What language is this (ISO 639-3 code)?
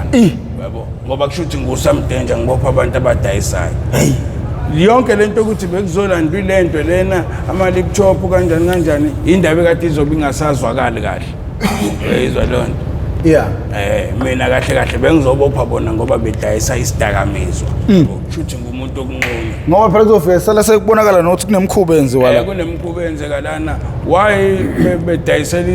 zul